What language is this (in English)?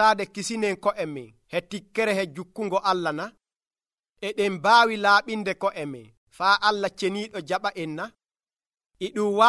Nigerian Fulfulde